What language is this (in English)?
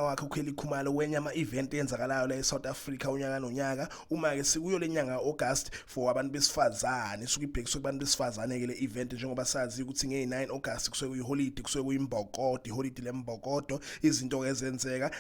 Zulu